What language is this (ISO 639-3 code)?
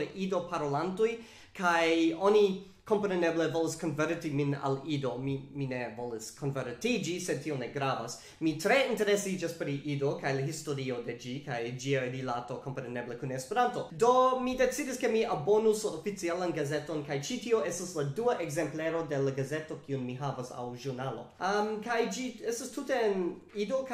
epo